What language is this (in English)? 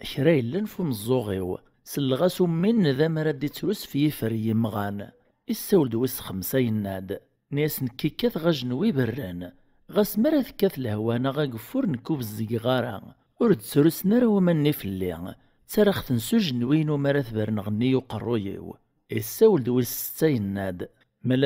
Kabyle